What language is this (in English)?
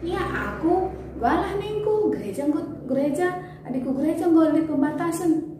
Batak Karo